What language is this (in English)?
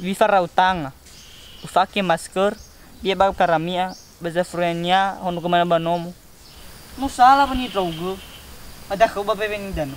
Nias